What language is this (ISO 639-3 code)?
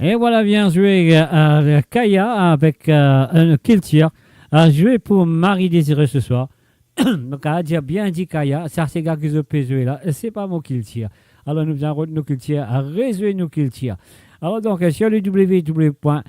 mfe